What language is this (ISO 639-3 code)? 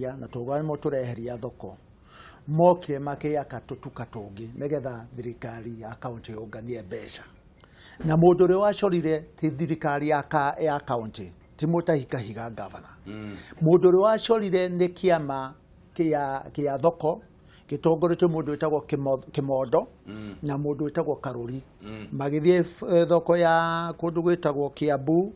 kik